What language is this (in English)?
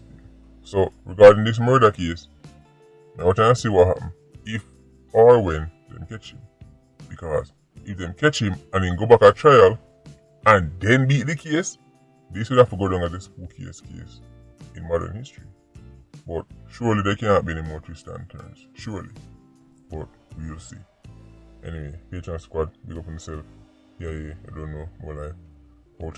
Jamaican Creole English